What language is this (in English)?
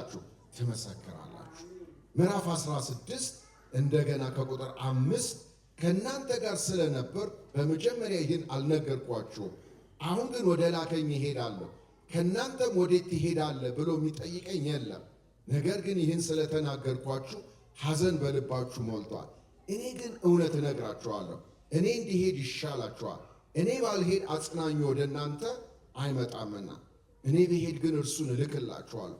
Amharic